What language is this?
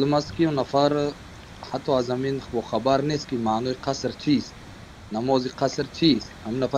Tajik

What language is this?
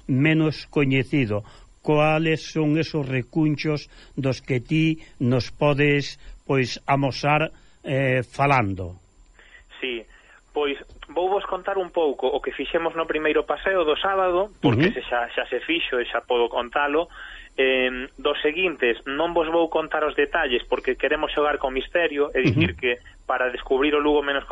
Galician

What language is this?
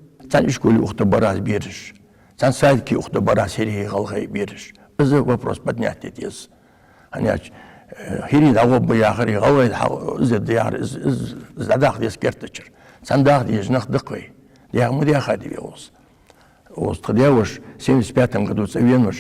Ingush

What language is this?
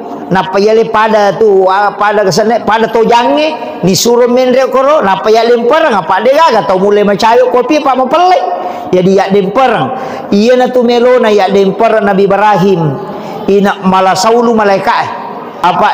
Buginese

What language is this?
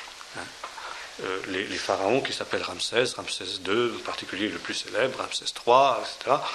French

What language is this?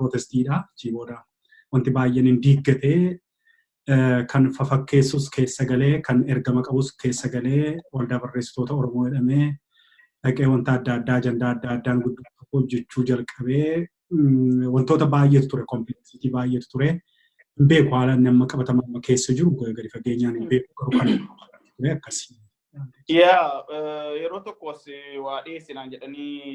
Oromo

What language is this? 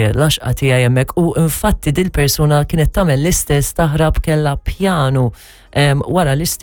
Maltese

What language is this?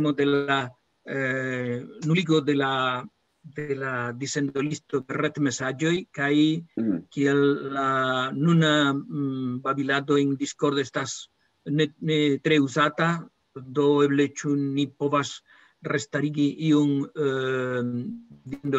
Esperanto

